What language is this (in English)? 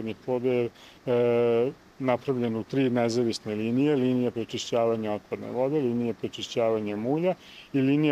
Serbian